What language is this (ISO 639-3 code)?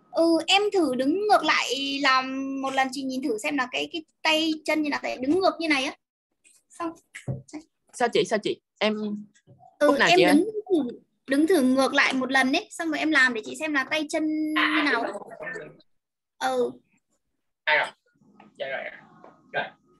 vie